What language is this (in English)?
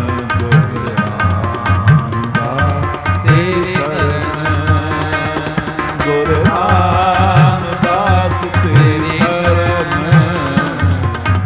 Punjabi